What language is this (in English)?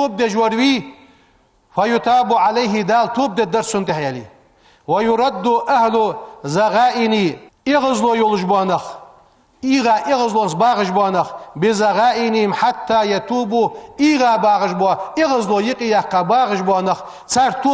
Ingush